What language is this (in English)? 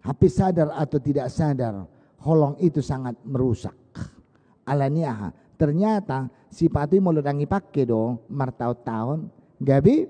Batak Toba